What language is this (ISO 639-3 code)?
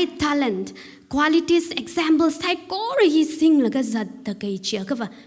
nmf